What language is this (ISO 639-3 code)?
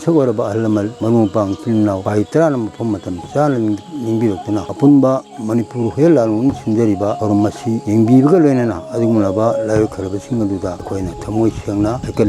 mni